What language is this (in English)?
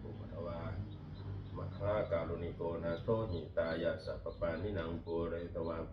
Pali